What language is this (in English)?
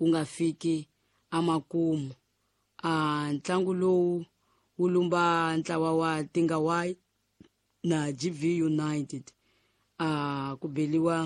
Tsonga